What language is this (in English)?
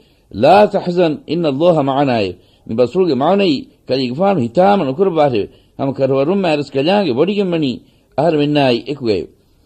Divehi